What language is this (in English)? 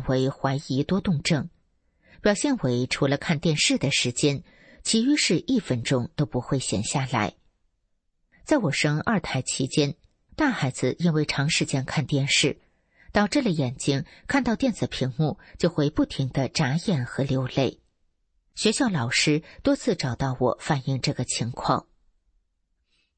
Chinese